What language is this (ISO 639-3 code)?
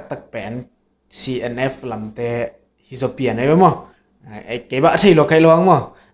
ctd